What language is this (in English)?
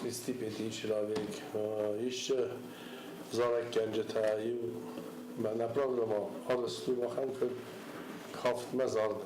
Ossetic